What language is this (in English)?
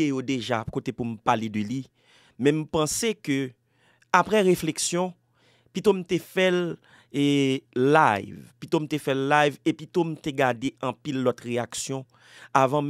Haitian Creole